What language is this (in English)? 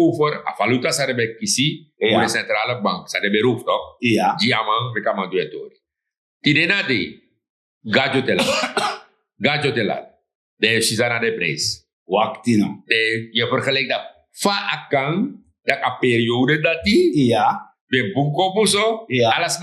Sranan Tongo